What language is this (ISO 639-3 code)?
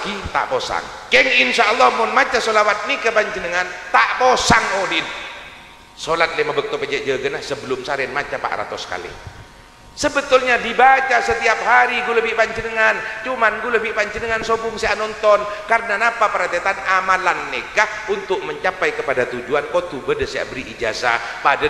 mad